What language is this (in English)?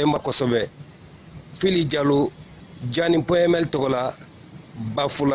Bambara